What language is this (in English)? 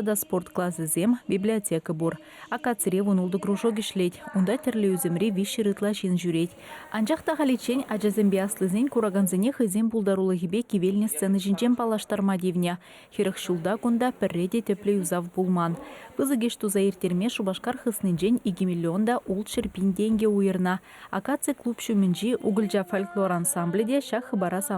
Chuvash